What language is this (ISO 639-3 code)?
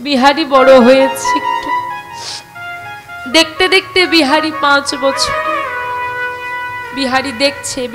ben